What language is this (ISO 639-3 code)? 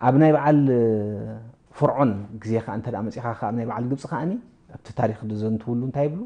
tir